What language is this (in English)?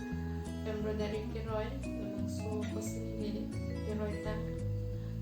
Karbi